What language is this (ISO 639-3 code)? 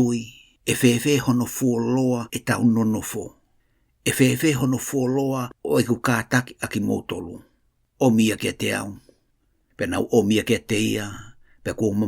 ton